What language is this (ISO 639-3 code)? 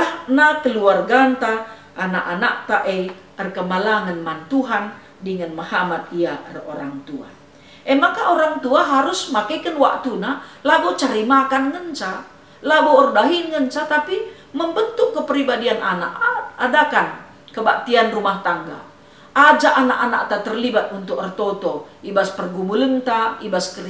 btx